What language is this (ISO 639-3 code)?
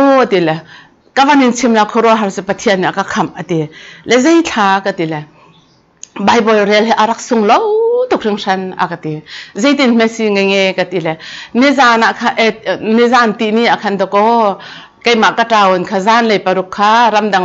cnh